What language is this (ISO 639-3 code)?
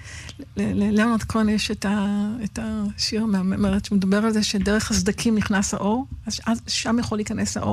heb